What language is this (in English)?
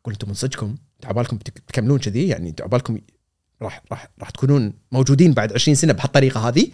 Gulf Arabic